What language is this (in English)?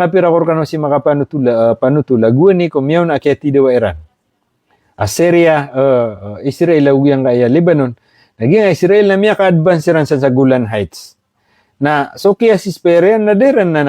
Maranao